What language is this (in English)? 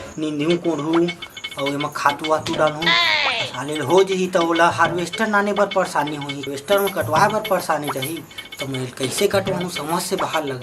Chhattisgarhi